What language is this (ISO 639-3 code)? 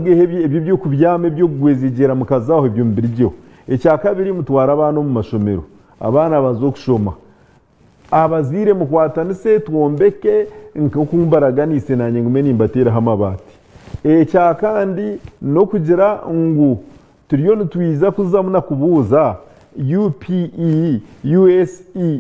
nyn